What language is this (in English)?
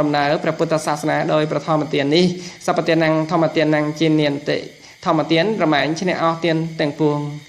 Khmer